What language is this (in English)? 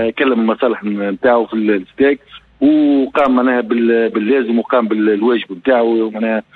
Tunisian Arabic